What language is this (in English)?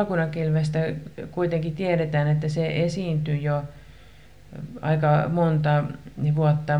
Finnish